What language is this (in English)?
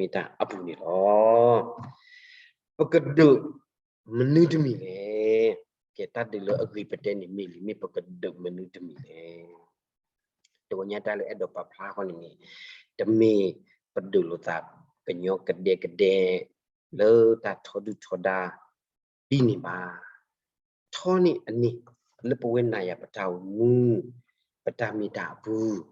S'gaw Karen